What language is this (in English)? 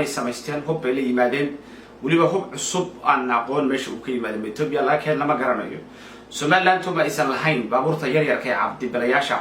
Somali